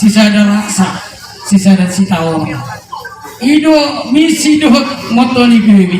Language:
Batak Toba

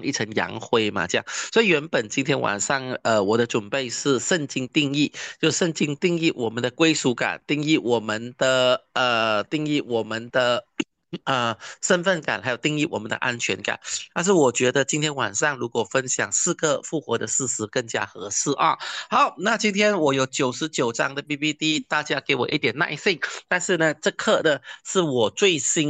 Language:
Chinese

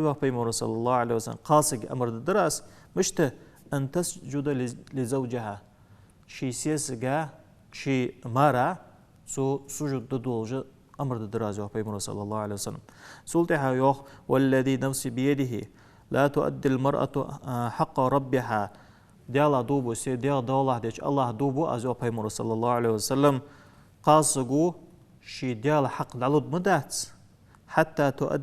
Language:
Ingush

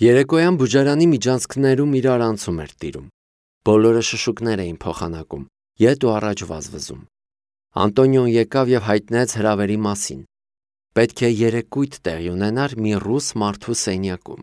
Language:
Armenian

